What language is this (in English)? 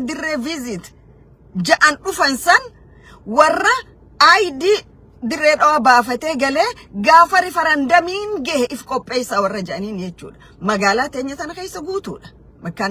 Oromo